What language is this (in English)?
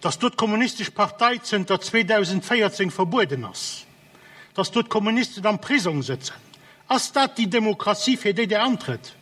Luxembourgish